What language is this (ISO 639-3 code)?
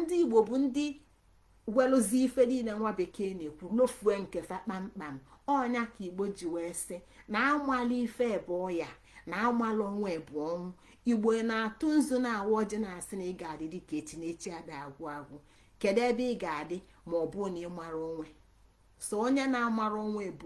ibo